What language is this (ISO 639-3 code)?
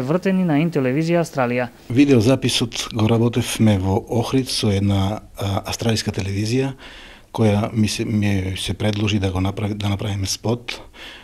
mkd